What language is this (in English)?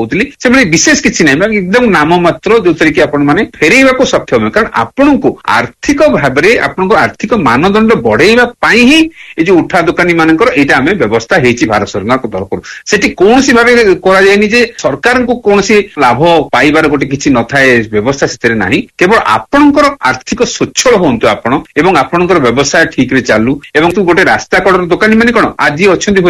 Odia